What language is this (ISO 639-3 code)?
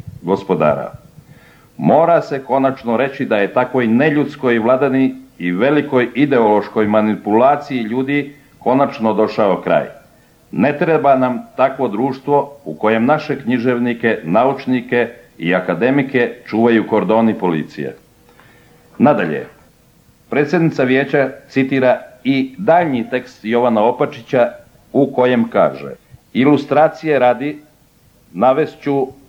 hrv